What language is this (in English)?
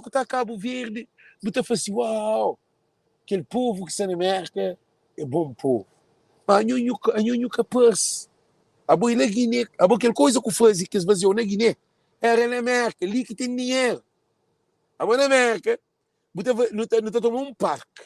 Kabuverdianu